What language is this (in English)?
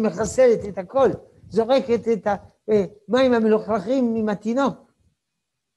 Hebrew